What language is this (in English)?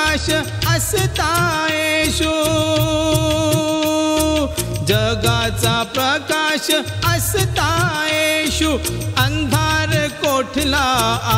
Marathi